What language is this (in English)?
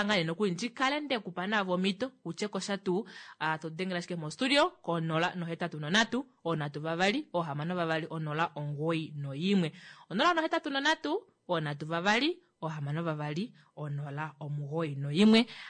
Kuanyama